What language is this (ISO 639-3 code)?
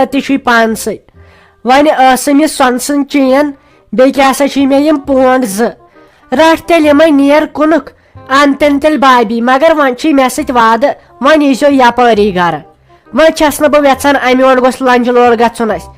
kas